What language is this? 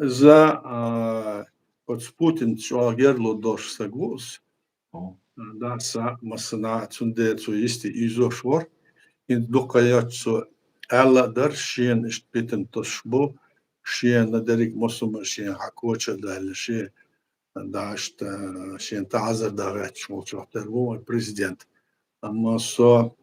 Chechen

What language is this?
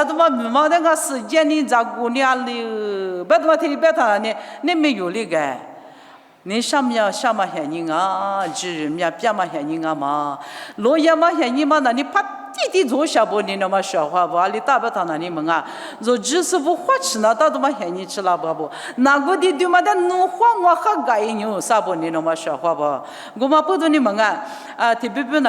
Lisu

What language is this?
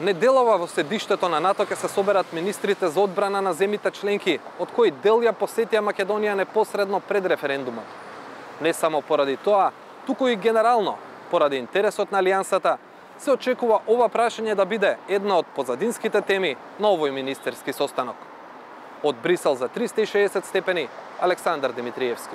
Macedonian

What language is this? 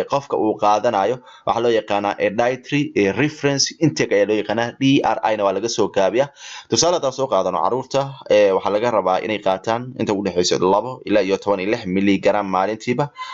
Somali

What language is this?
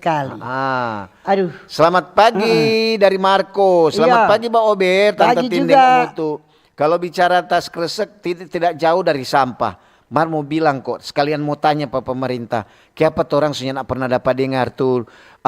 Manado Malay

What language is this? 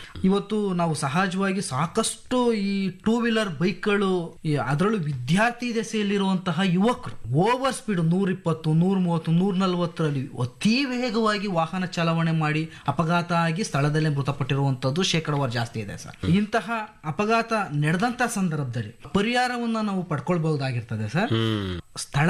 Kannada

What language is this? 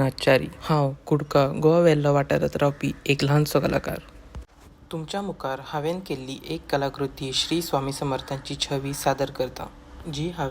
Konkani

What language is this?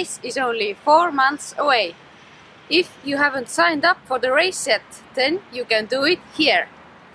English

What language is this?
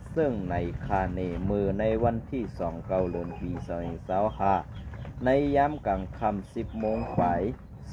Shan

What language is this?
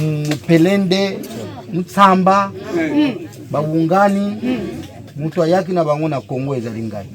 Lingala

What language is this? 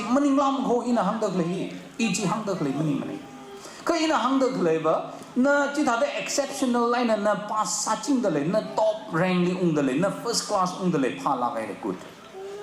Tangkhul Naga (India)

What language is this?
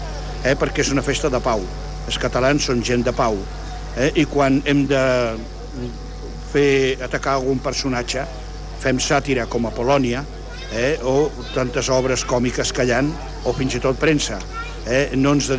Catalan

